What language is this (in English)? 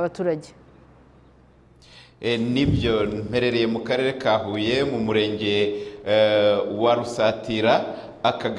Kinyarwanda